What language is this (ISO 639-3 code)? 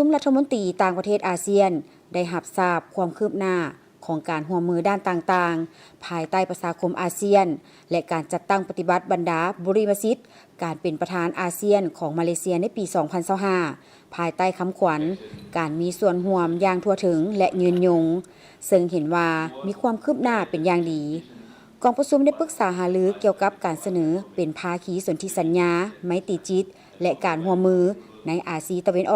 lao